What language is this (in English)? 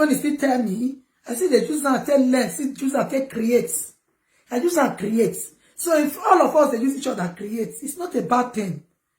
Nigerian Pidgin